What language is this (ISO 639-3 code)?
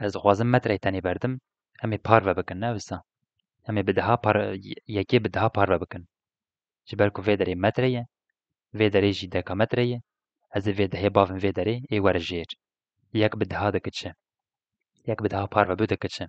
kur